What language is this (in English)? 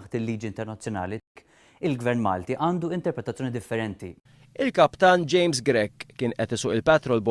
Maltese